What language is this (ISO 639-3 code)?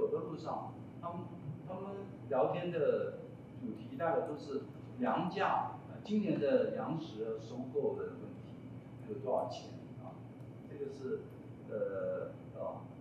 zho